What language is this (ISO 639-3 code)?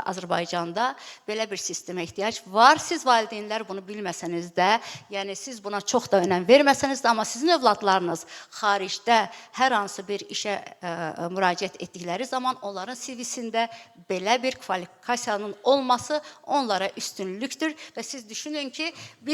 aze